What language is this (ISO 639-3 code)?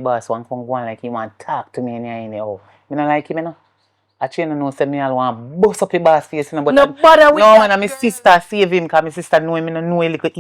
jam